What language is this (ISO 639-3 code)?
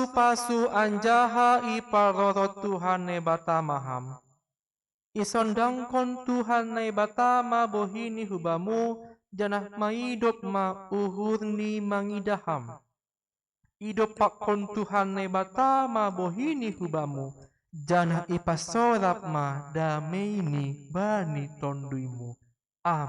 bts